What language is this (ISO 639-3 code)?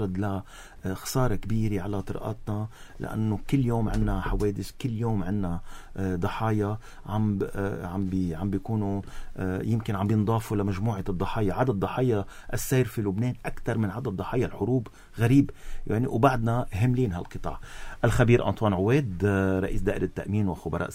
apc